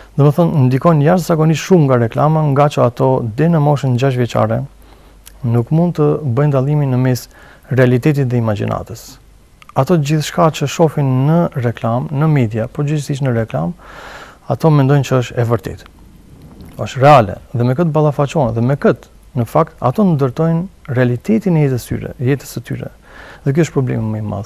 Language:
Albanian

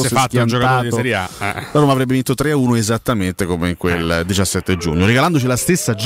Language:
Italian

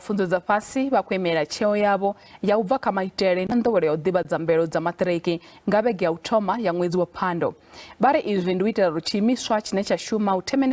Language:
Venda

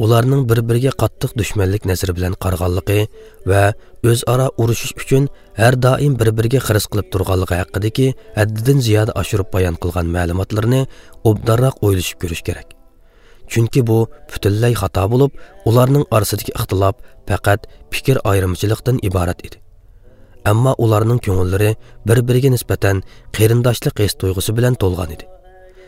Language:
Uyghur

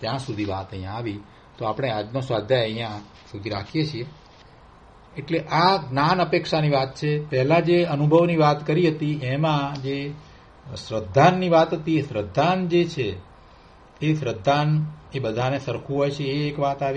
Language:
Gujarati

